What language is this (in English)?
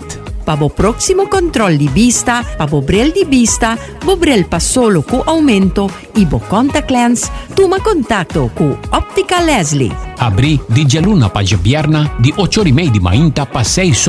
Papiamento